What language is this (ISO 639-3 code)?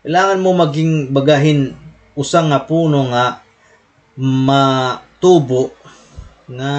war